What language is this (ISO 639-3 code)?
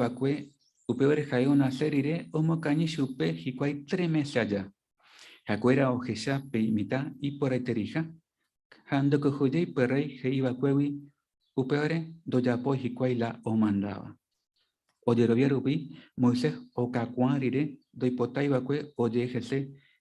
grn